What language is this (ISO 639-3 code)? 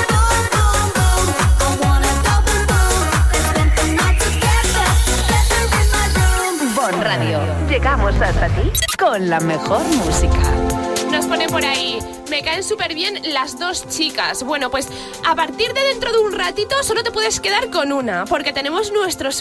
spa